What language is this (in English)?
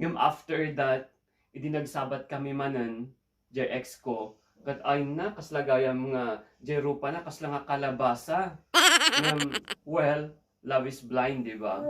Iloko